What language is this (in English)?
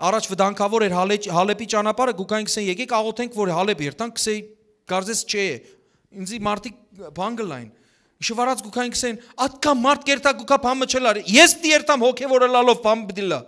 Western Armenian